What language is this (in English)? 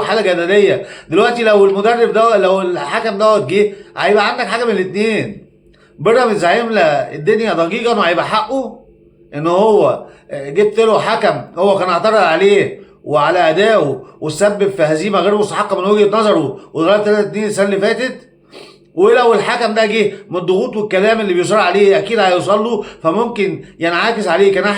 Egyptian Arabic